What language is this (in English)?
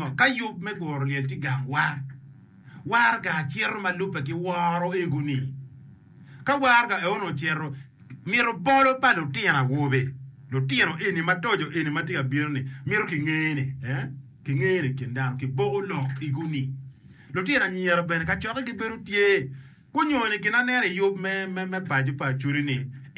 Acoli